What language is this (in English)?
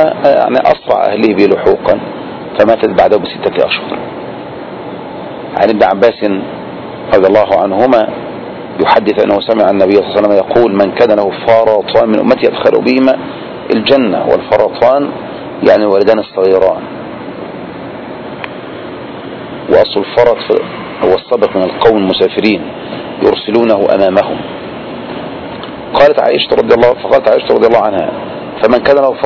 Arabic